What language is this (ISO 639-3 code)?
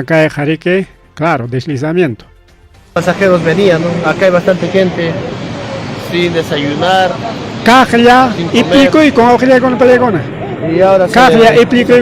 quy